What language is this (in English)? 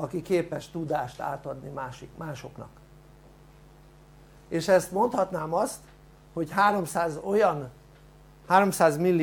Hungarian